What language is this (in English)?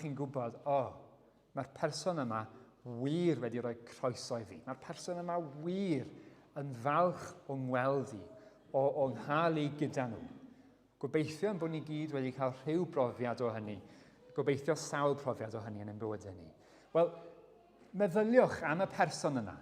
Welsh